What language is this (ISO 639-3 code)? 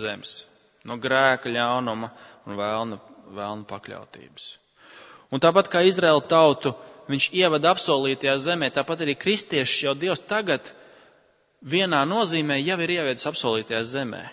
lav